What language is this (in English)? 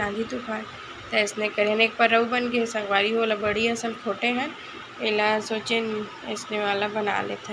Chhattisgarhi